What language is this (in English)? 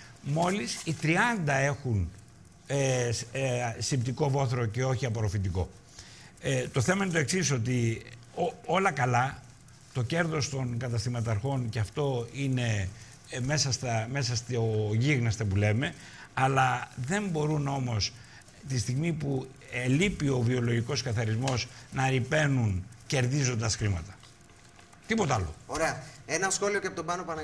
Greek